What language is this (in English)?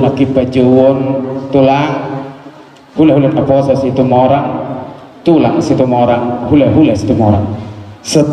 Batak Toba